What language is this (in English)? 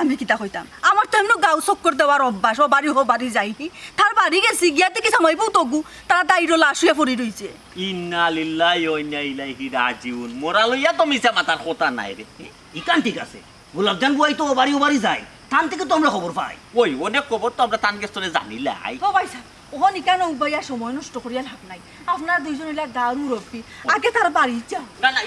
Sylheti